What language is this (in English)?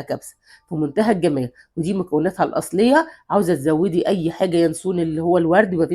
Egyptian Arabic